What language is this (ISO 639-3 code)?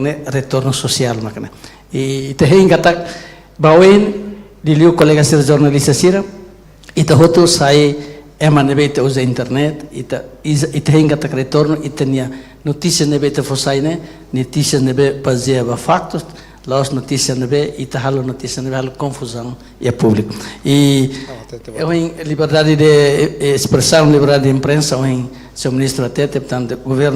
tet